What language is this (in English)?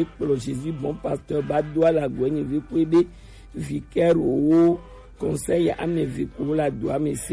Gen